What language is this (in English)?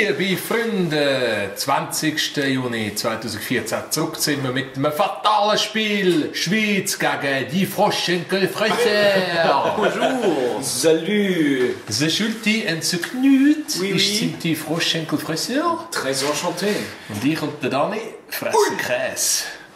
Swiss German